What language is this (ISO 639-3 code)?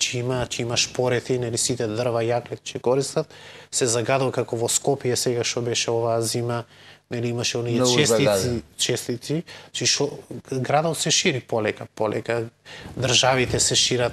mkd